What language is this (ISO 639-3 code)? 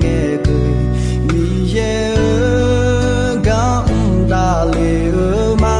ahk